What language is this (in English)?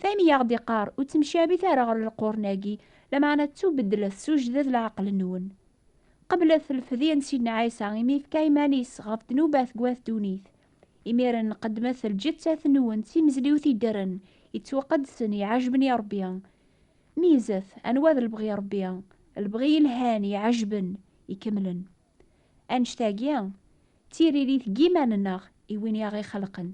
Kabyle